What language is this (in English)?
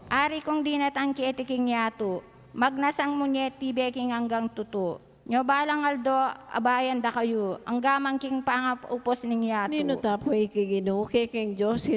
Pampanga